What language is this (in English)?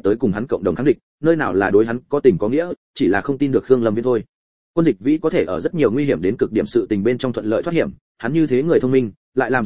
Vietnamese